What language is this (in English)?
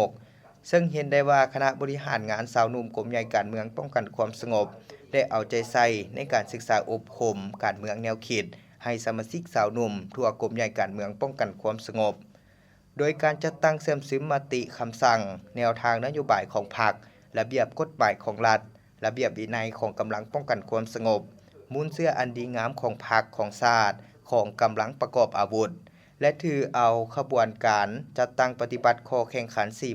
Lao